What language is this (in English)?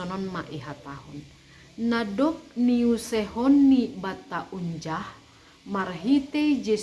Batak Simalungun